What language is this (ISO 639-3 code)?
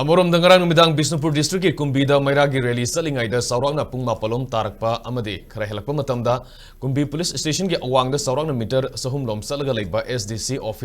mni